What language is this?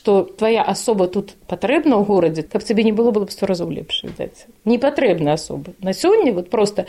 Belarusian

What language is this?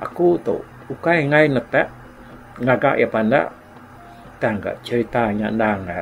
Iban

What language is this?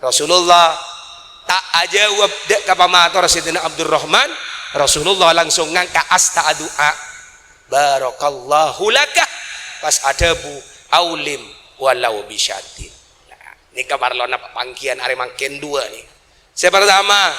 Madurese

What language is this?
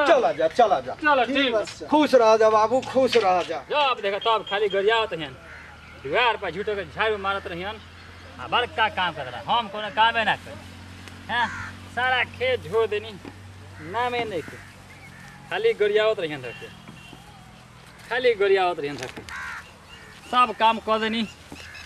Bhojpuri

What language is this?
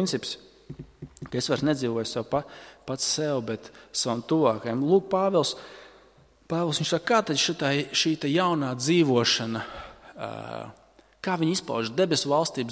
Latvian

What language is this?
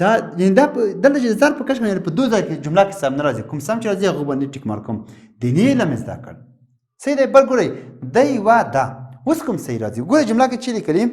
Pashto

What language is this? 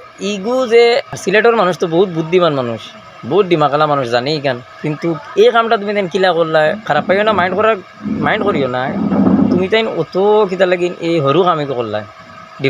Sylheti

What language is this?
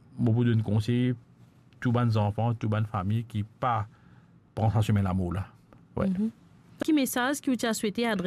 Morisyen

